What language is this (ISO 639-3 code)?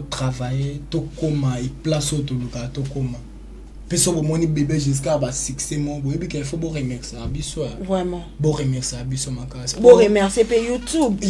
lin